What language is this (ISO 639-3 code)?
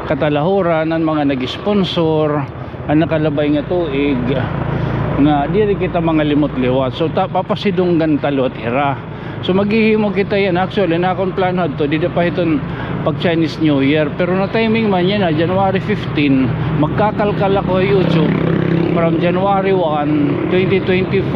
war